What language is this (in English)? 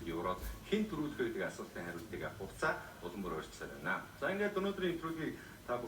Mongolian